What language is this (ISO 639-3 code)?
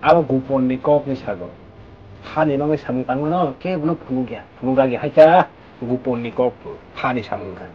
ria